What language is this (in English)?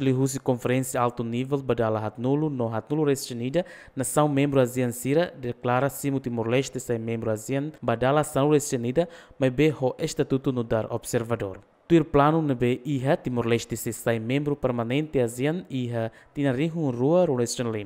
Tetum